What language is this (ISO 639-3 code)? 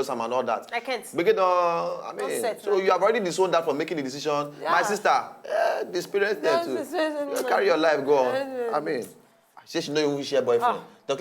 pcm